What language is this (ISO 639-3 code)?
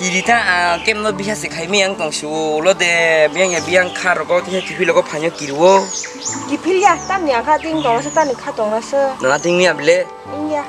trp